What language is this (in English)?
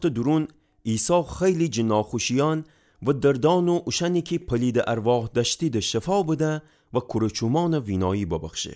Gilaki